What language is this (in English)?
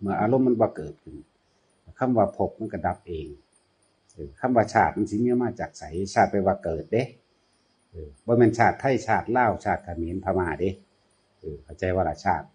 Northeastern Thai